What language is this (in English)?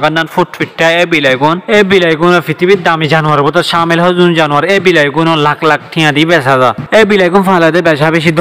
Rohingya